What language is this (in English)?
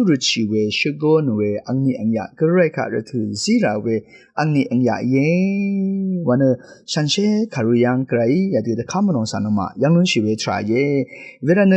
Rawang